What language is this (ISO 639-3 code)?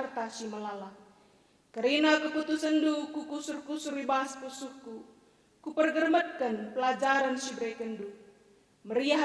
btx